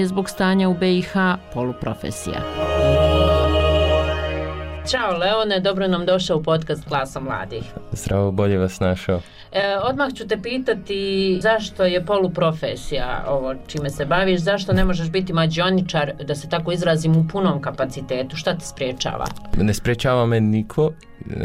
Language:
Bosnian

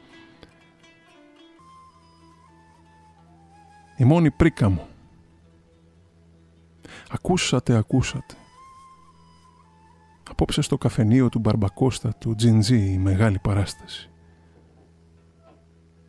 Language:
Greek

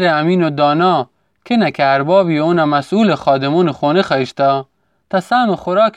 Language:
Gilaki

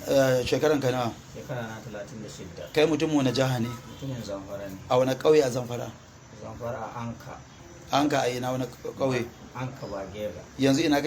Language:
Hausa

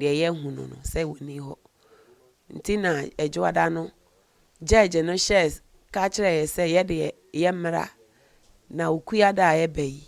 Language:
Akan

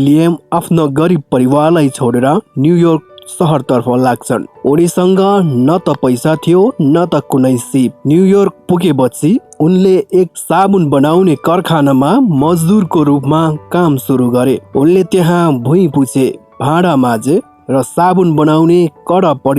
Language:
Nepali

